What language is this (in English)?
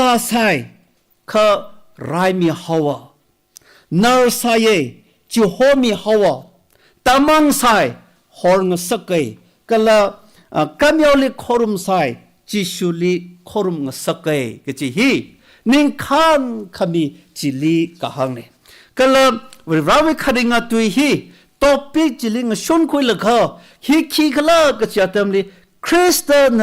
Tangkhul Naga (India)